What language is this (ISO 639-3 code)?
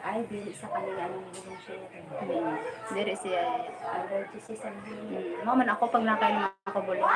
bik